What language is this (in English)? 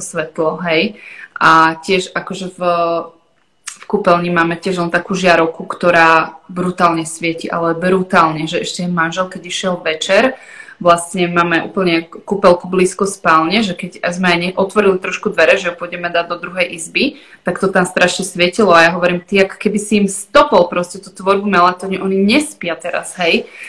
Slovak